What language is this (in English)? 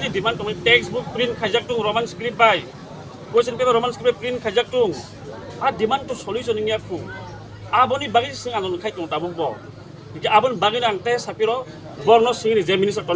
Kok Borok